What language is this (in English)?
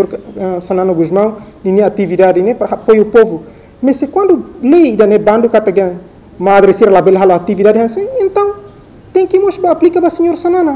Tetum